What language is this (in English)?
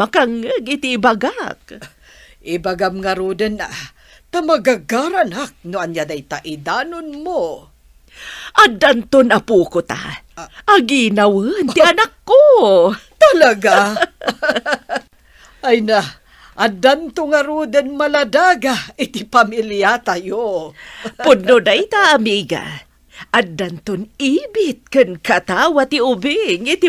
Iloko